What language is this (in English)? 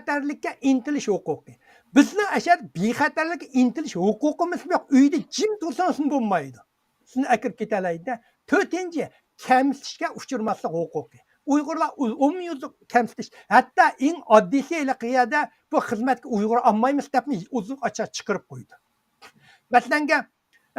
Uyghur